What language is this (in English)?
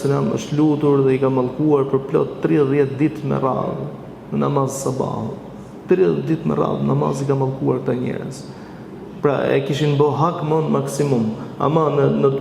Albanian